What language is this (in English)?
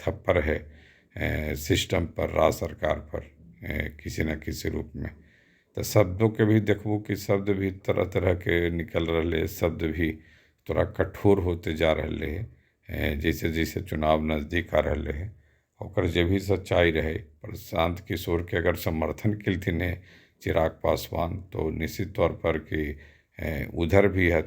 Magahi